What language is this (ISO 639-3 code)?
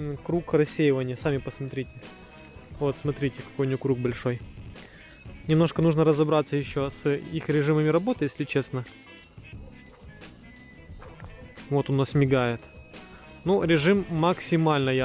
rus